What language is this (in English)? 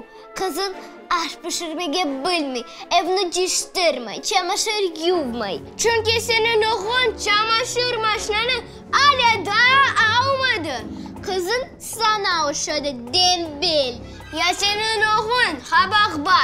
Crimean Tatar